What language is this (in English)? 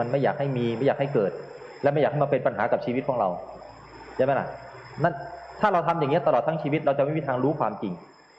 Thai